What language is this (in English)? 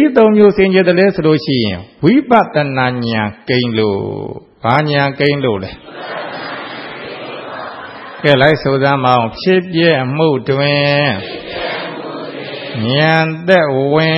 Burmese